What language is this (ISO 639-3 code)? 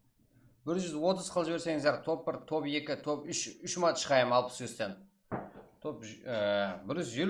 kaa